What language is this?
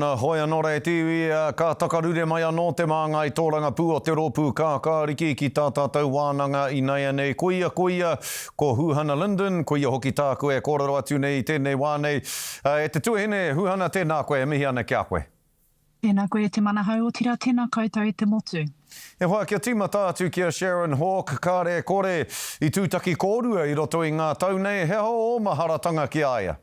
Māori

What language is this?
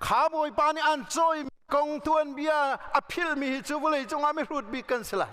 Hakha Chin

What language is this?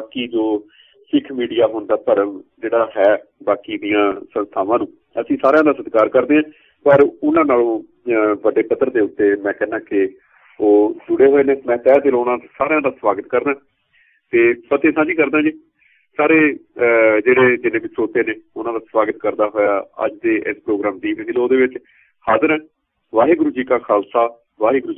Punjabi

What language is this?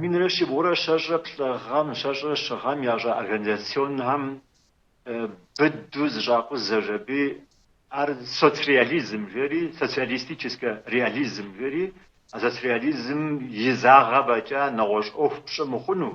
Kabardian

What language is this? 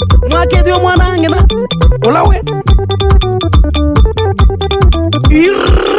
Swahili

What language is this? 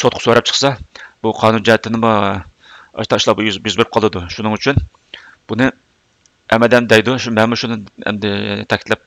Uyghur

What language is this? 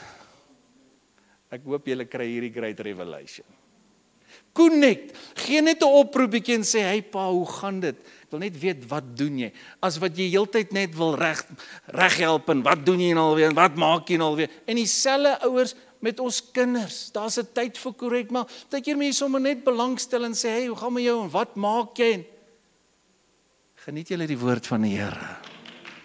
Afrikaans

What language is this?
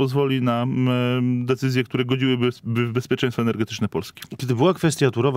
Polish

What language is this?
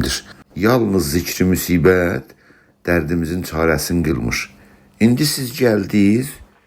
South Azerbaijani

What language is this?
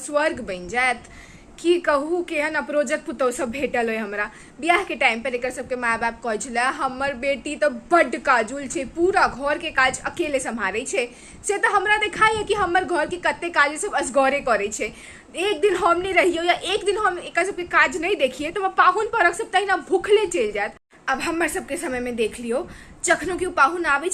Maithili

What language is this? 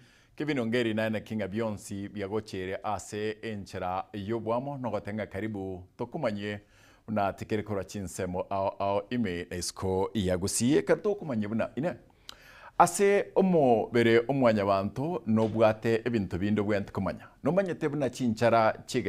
Gusii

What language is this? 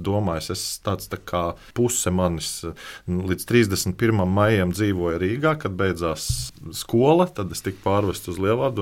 Latvian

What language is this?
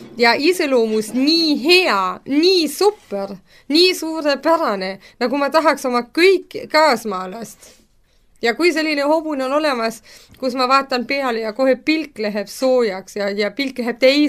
Estonian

